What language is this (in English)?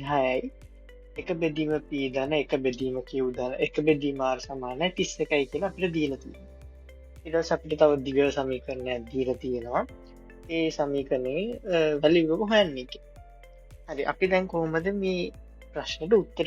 Sinhala